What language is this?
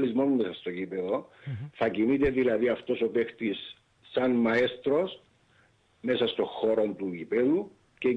Greek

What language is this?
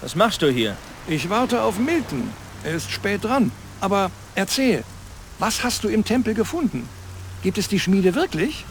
Bavarian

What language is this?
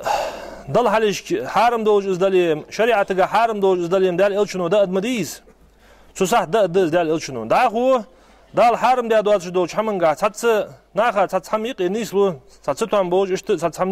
Ingush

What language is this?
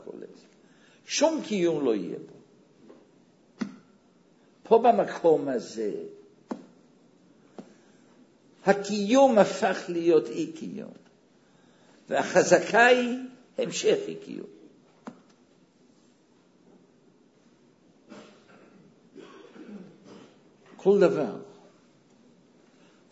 Hebrew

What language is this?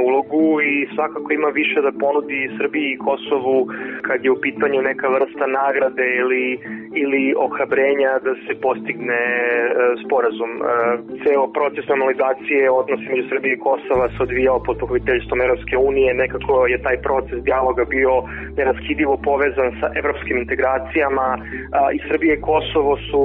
Serbian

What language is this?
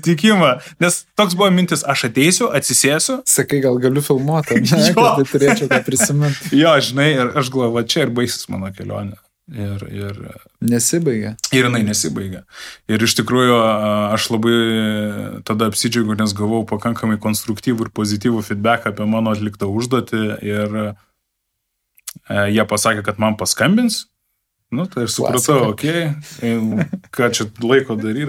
Lithuanian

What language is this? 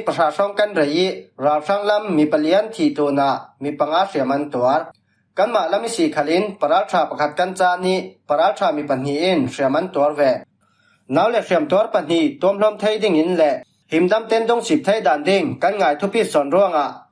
Falam Chin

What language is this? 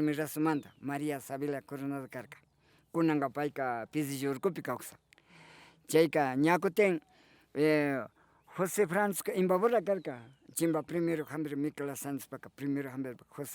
Imbabura Highland Quichua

